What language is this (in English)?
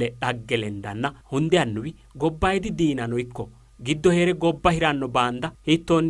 Sidamo